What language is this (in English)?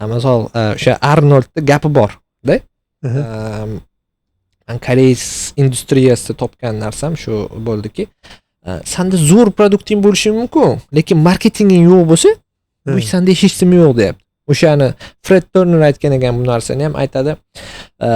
Uzbek